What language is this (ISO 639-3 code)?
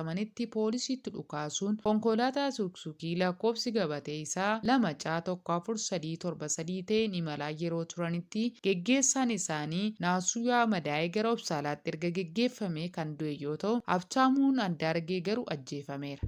orm